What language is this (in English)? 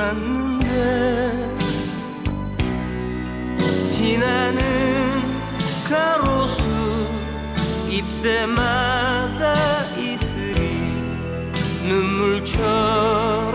Korean